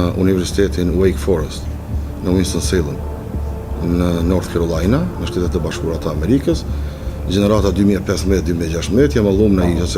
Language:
Albanian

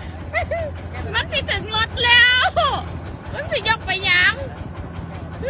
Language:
Lao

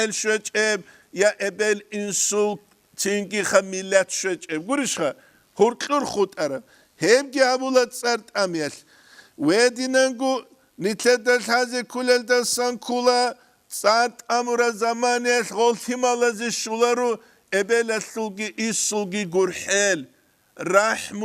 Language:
Avaric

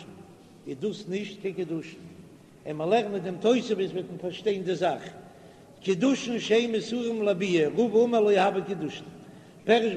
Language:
Yiddish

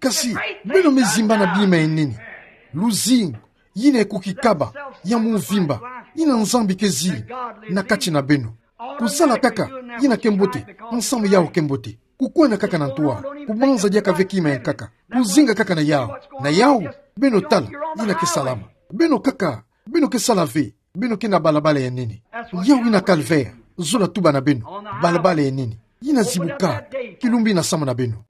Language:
Kituba (Democratic Republic of Congo)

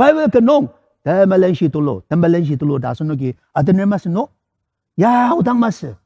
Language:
Ao Naga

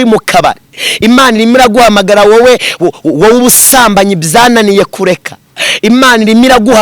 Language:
Kinyarwanda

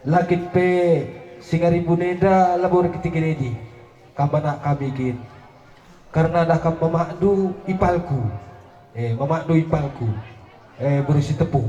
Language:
Batak Karo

